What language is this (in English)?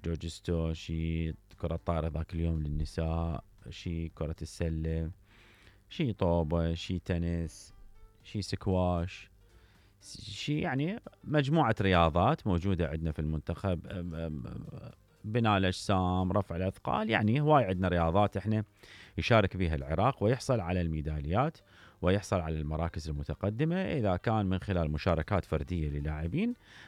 Mesopotamian Arabic